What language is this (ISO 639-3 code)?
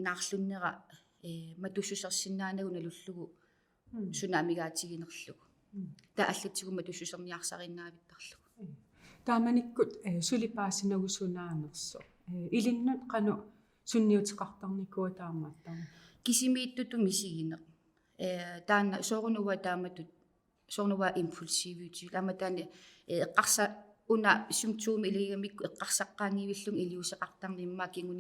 kal